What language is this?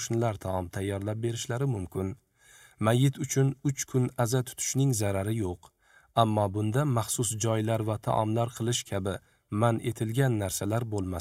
Uzbek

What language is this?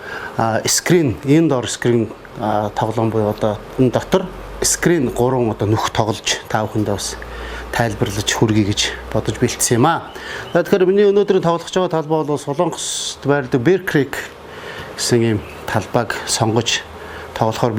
Mongolian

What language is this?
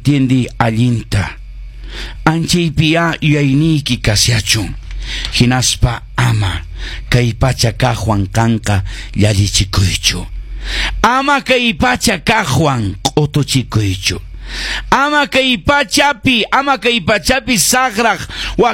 Quechua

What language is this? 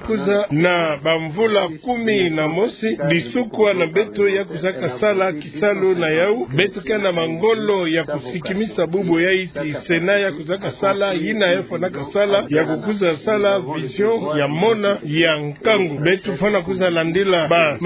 Kituba (Democratic Republic of Congo)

